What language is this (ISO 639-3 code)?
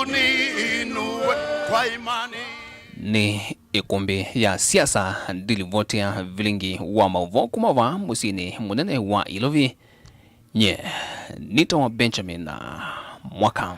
kam